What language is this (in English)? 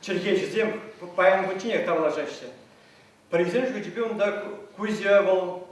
Chuvash